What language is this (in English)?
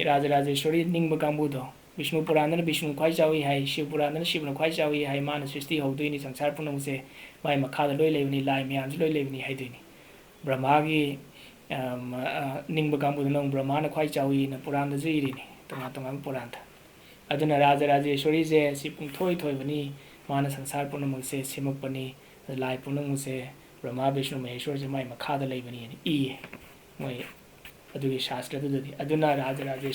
Manipuri